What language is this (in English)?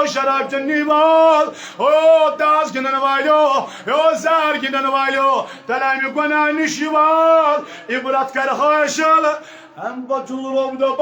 Kashmiri